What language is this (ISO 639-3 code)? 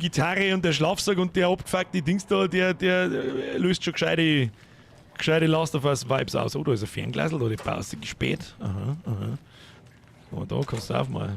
bar